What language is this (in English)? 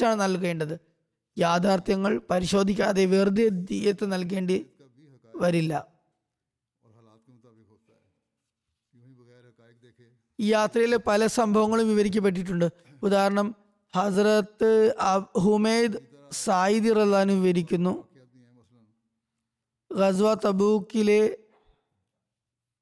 Malayalam